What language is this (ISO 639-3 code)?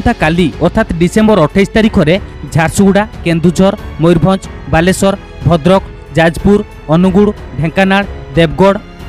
ori